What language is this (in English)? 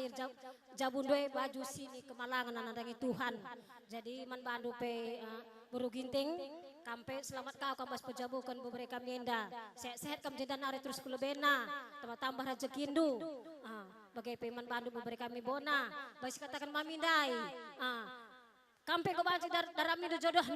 Batak Karo